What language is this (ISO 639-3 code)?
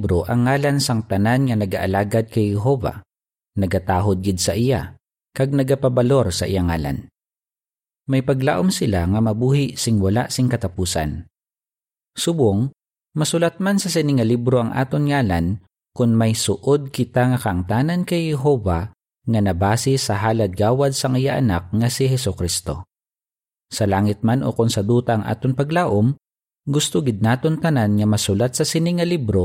hil